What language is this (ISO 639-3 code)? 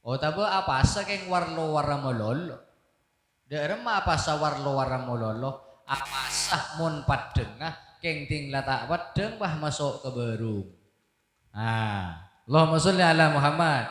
mad